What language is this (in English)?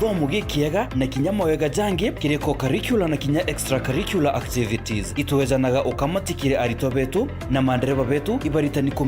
Meru